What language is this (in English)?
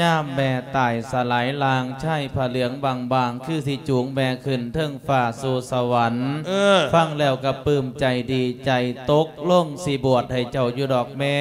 Lao